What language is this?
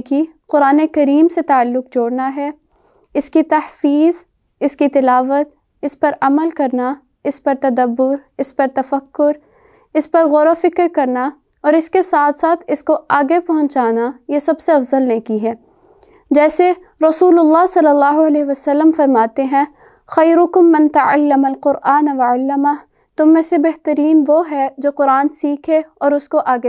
Urdu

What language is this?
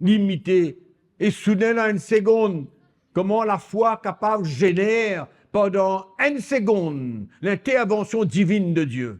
Morisyen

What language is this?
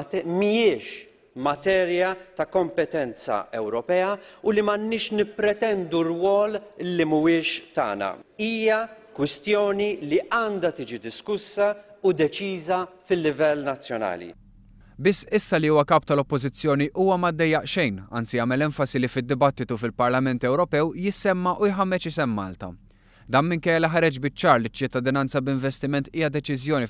Maltese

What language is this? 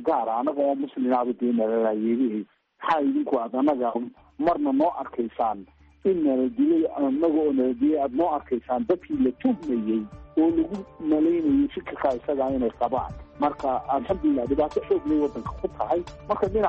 Somali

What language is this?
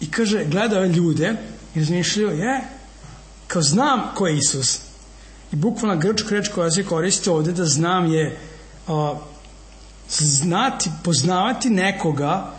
Serbian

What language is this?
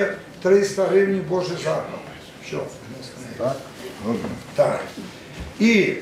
Rusyn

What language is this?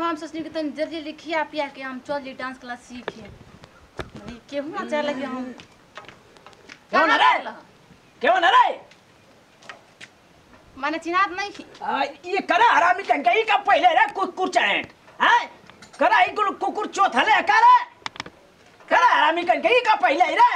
Bhojpuri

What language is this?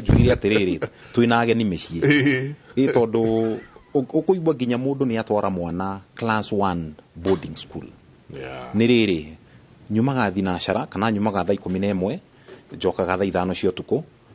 Kikuyu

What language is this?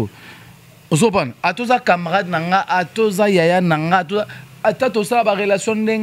Lingala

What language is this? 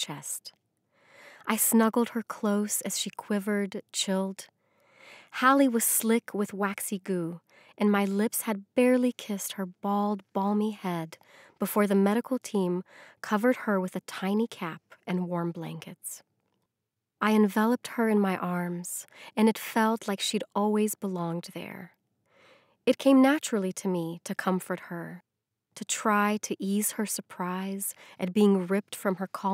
English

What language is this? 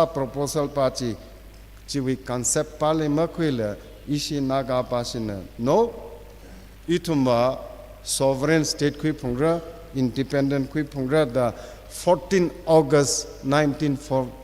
Tangkhul Naga (India)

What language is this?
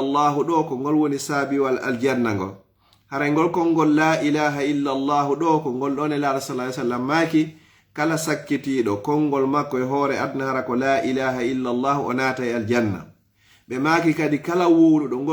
Fula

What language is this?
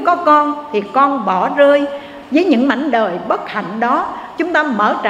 Vietnamese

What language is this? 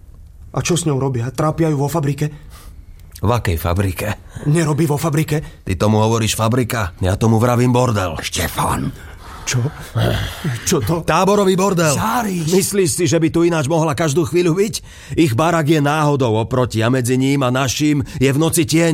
Slovak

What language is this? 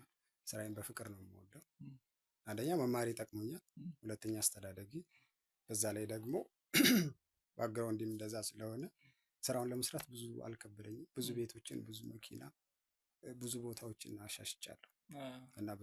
Amharic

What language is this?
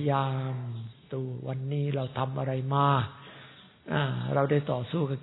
Thai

